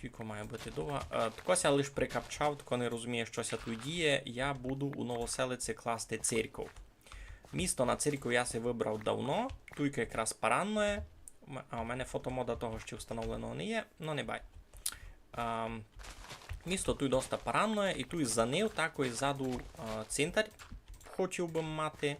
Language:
Rusyn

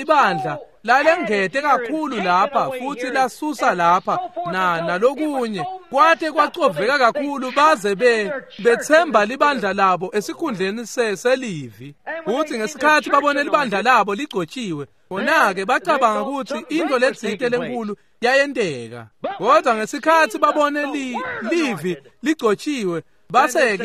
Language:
Swati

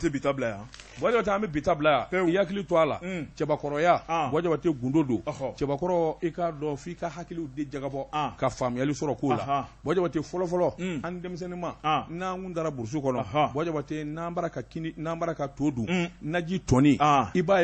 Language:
Bambara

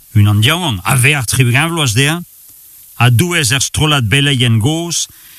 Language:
Breton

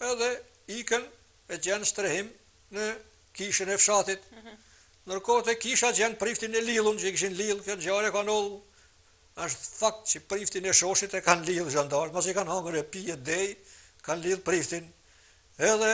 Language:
Albanian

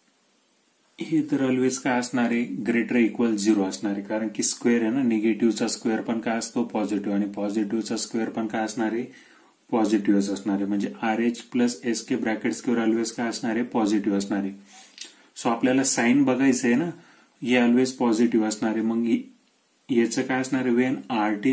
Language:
Marathi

